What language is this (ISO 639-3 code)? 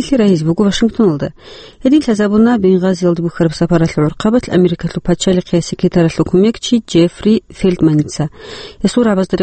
ava